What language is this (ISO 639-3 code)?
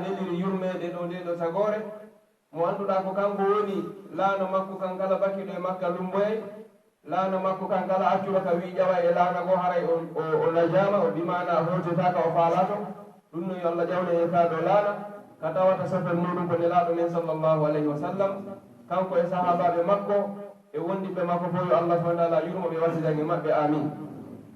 fuf